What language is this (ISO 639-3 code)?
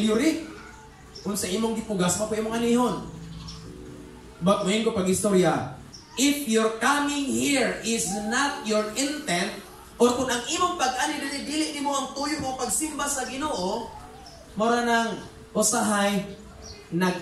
ceb